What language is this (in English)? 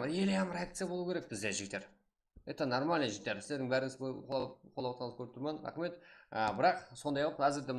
Kara-Kalpak